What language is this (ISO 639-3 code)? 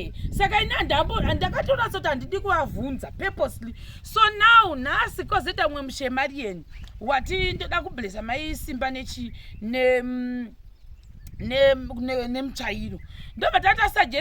sna